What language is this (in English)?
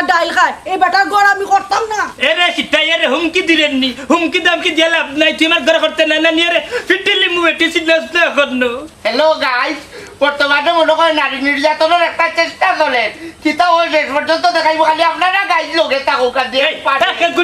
Sylheti